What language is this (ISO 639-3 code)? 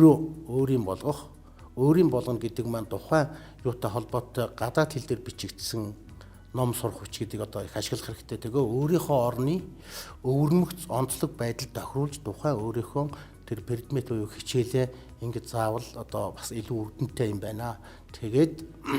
mon